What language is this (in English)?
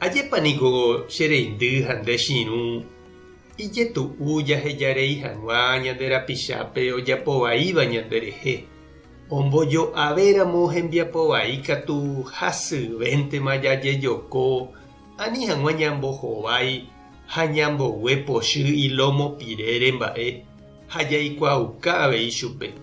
Guarani